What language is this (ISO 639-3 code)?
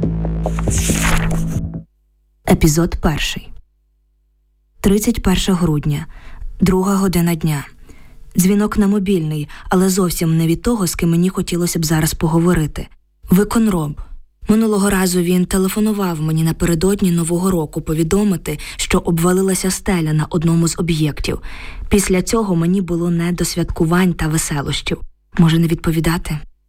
ukr